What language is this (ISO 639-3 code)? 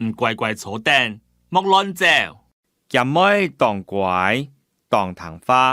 hak